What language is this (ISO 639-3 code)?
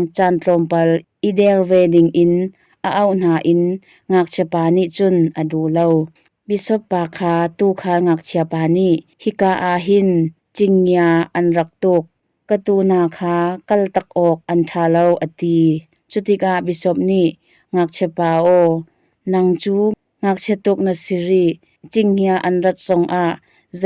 cnh